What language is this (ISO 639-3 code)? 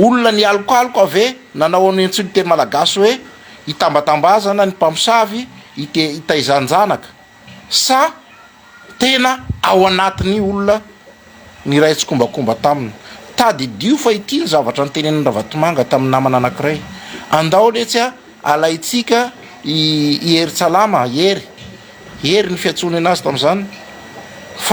mlg